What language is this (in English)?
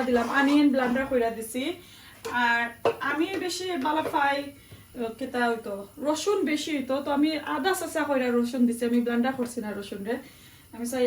Sylheti